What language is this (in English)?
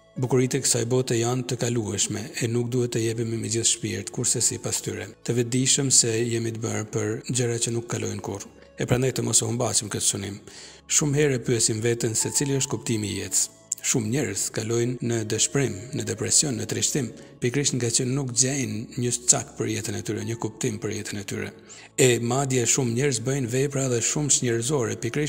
Albanian